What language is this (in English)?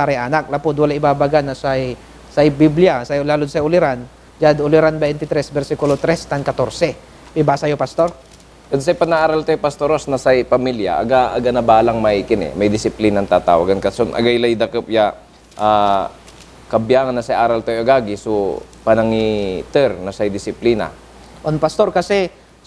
Pangasinan